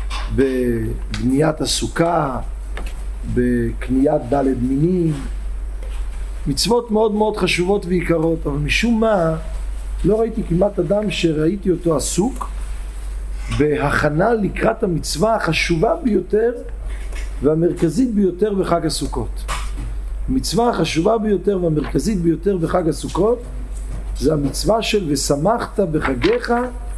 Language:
Hebrew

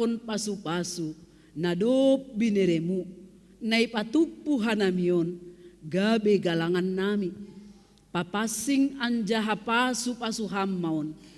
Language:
Batak Simalungun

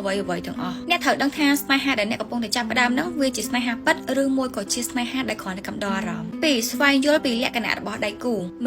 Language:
Khmer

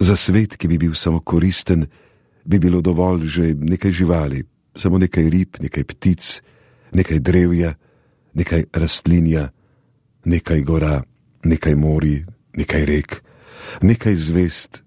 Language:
Slovenian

